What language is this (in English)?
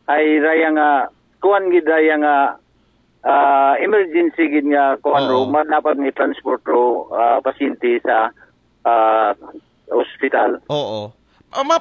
Aklanon